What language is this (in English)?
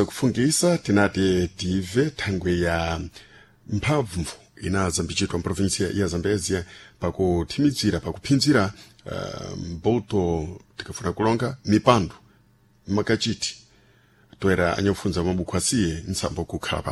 Sena